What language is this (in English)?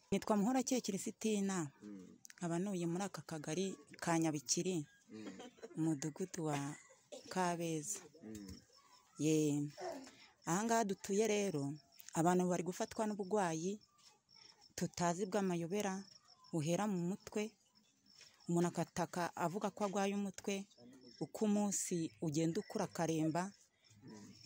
Kinyarwanda